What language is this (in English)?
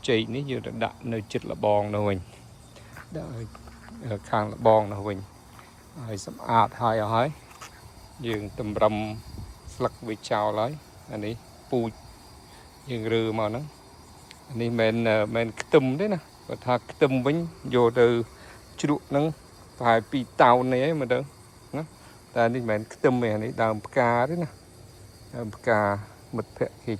Khmer